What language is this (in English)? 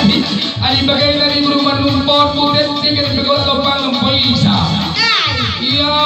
Batak Karo